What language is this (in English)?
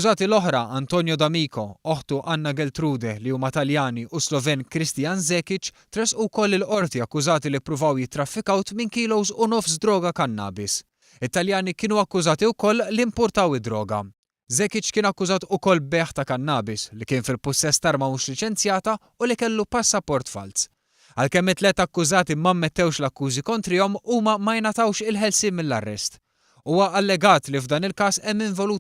Maltese